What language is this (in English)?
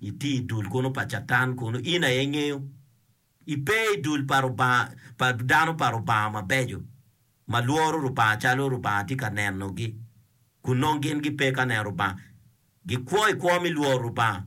Acoli